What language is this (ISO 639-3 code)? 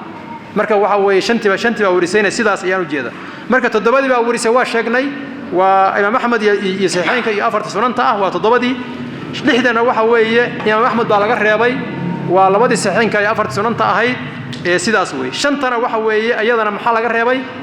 som